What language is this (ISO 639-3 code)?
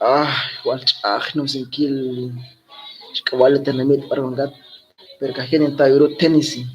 kek